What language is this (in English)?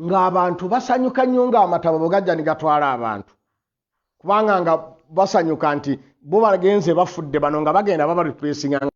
Ganda